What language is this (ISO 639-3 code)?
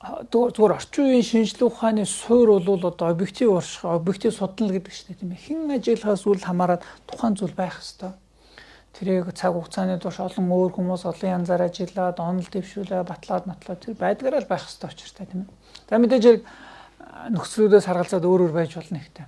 mon